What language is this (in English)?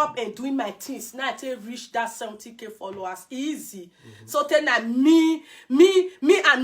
Nigerian Pidgin